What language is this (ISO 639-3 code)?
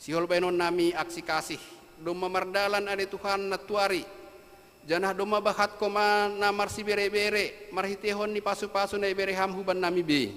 bts